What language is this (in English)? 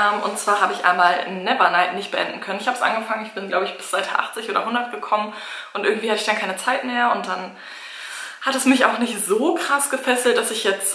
German